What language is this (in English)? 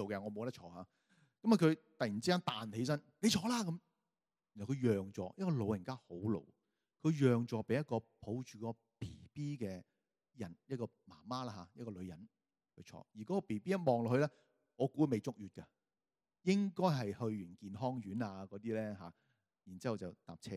Cantonese